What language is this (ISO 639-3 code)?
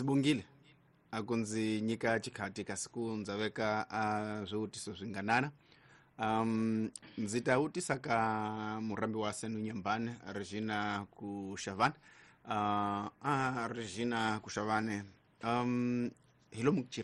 tso